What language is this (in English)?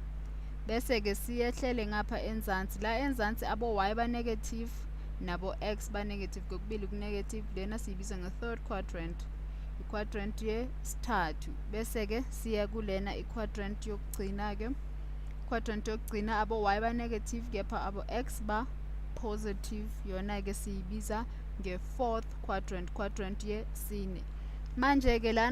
Zulu